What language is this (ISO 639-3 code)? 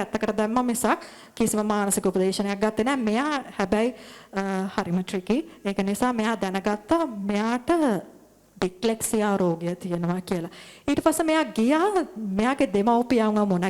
sin